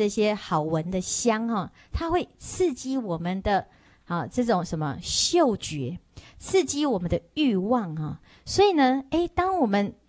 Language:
Chinese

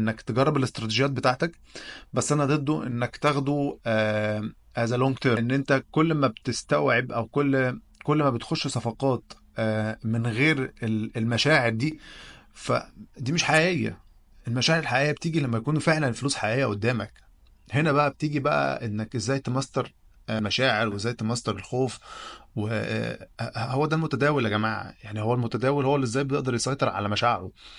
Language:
Egyptian Arabic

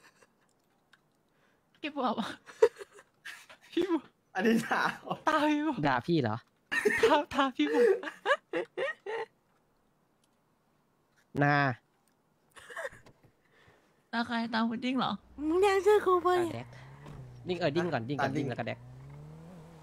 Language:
Thai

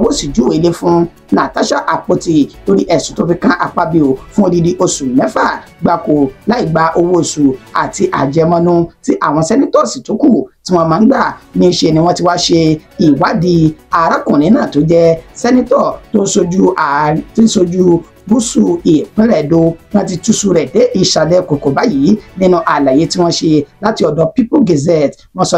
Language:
Yoruba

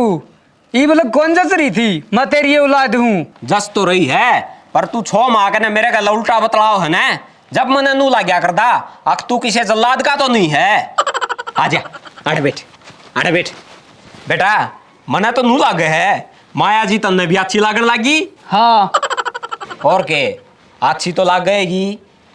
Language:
Haryanvi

